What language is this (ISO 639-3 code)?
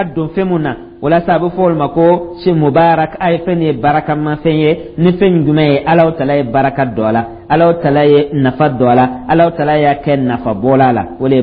dyu